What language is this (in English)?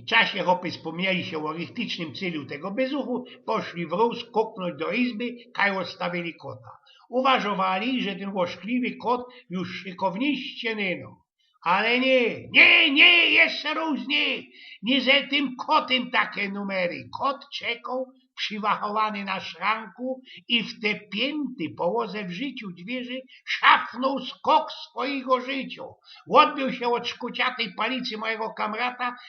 Silesian